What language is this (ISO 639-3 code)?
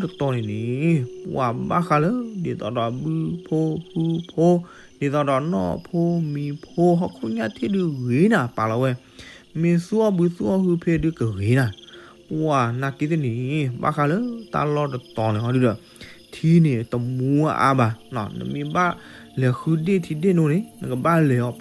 ksw